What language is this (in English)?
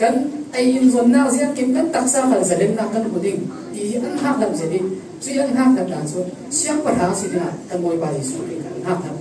Falam Chin